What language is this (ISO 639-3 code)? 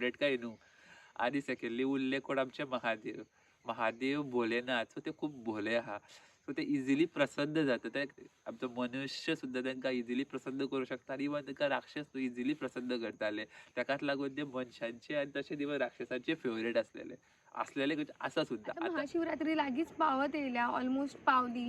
kok